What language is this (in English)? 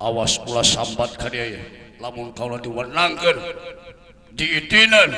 Sundanese